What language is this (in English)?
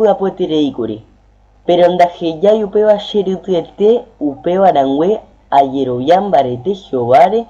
Guarani